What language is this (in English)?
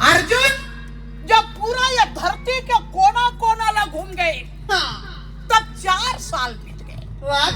Chhattisgarhi